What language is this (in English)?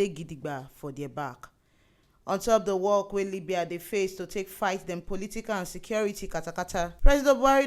Nigerian Pidgin